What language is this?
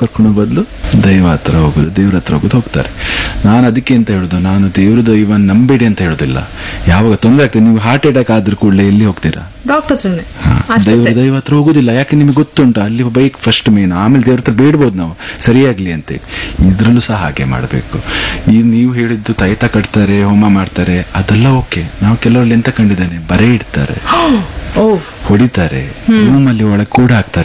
Kannada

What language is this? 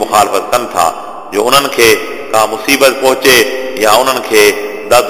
Sindhi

